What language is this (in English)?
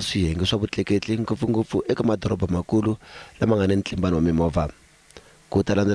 Tsonga